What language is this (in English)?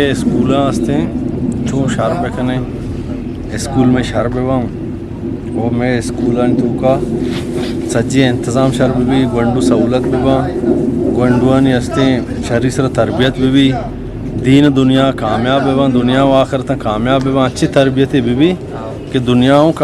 Eastern Balochi